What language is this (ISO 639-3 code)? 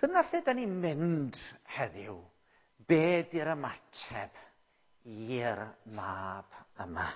cym